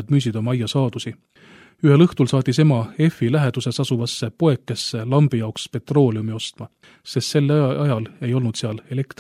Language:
Estonian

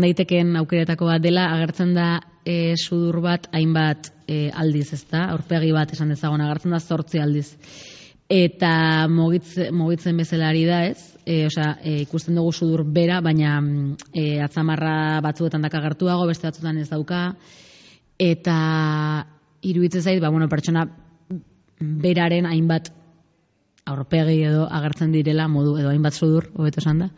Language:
Basque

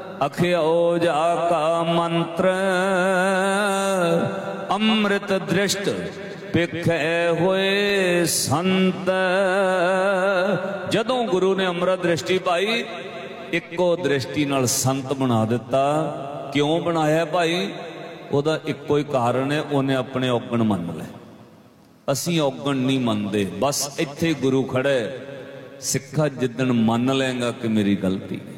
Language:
Punjabi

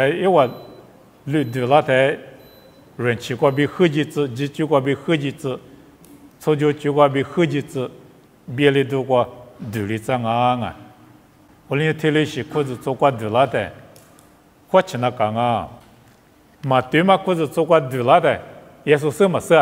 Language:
Lisu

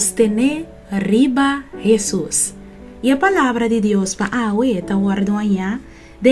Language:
Papiamento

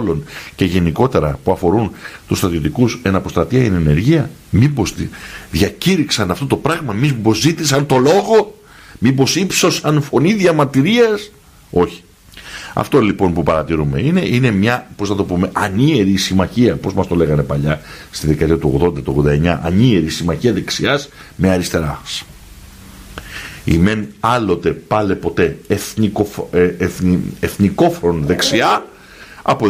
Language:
Greek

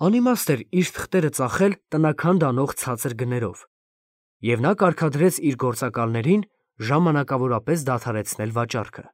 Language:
Armenian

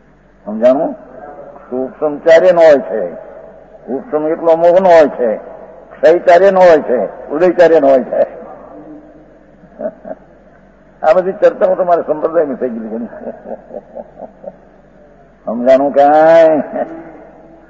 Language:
Gujarati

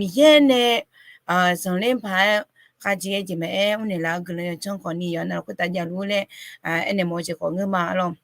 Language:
Akha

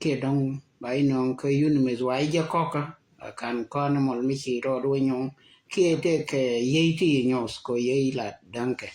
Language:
Nuer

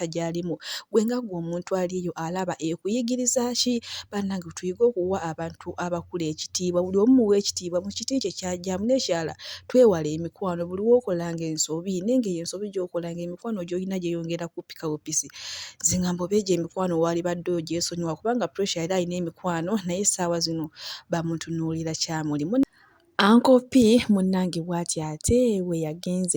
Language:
Ganda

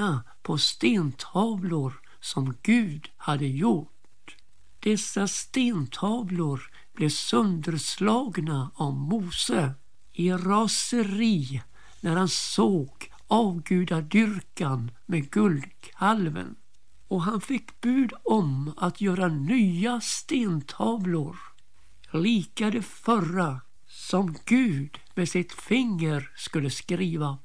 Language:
Swedish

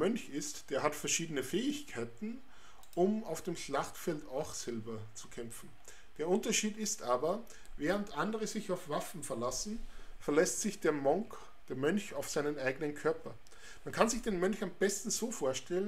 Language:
German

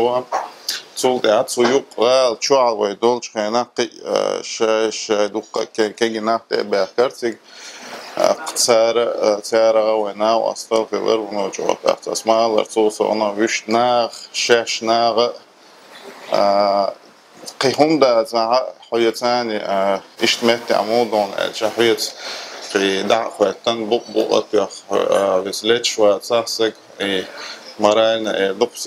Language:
Chechen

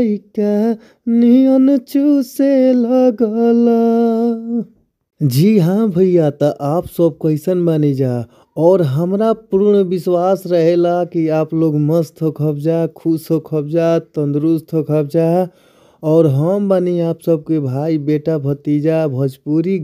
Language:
Bhojpuri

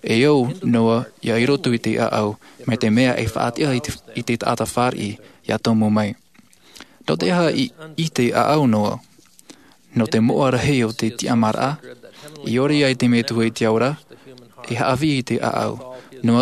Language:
Tahitian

